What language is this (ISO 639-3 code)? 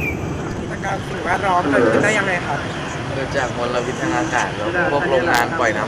tha